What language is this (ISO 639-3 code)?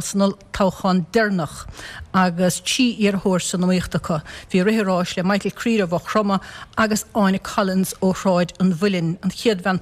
gle